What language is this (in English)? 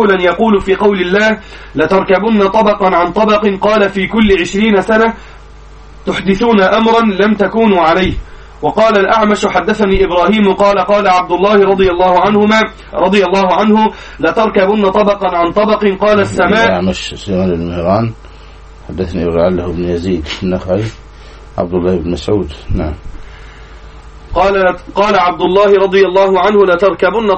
Arabic